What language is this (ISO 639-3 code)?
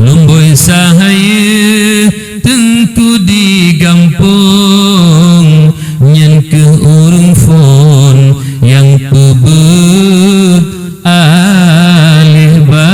ace